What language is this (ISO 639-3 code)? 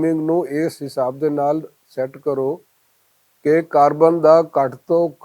lah